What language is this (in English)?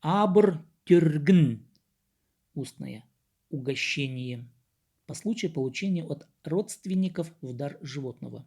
Khakas